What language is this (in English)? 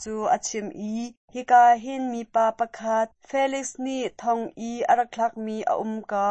Hakha Chin